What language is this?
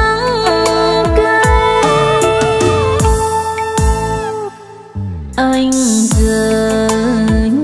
Vietnamese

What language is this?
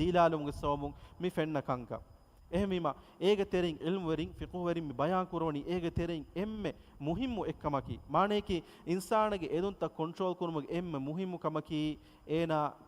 Divehi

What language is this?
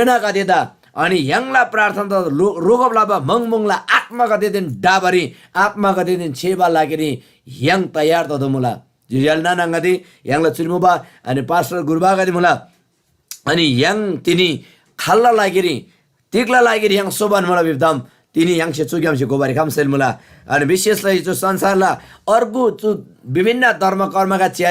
Eastern Tamang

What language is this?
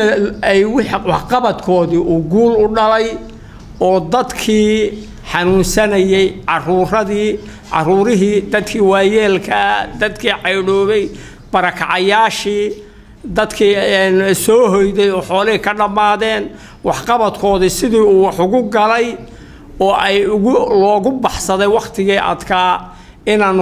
Somali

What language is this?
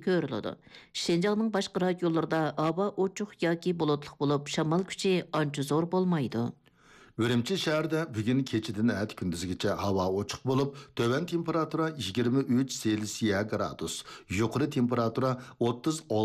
Uyghur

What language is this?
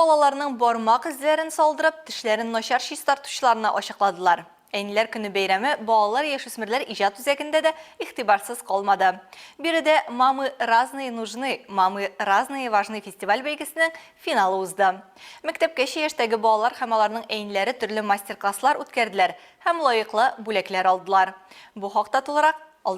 Tatar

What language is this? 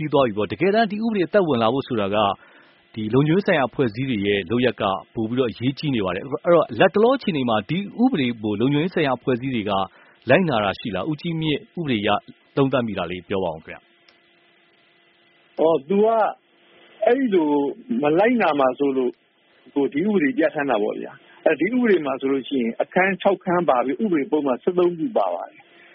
Burmese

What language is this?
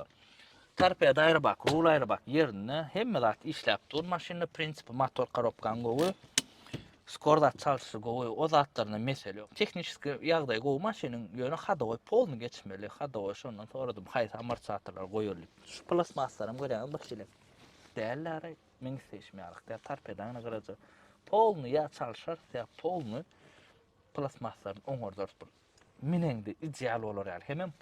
Turkmen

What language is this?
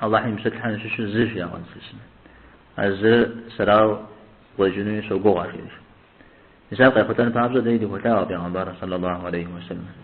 Kabardian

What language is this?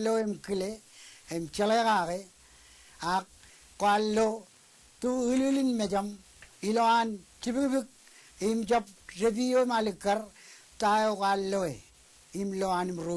Marshallese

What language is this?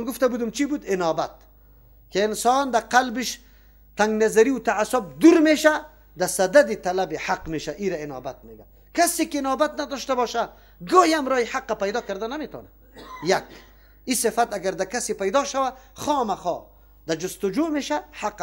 Persian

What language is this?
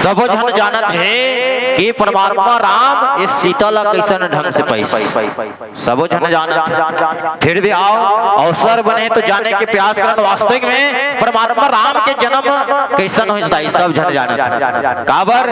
Chhattisgarhi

